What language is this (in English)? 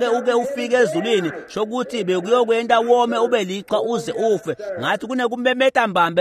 Swati